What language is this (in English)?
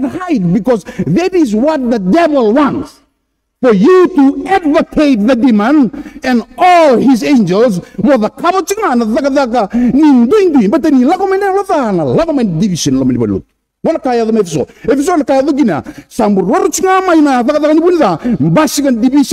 Fijian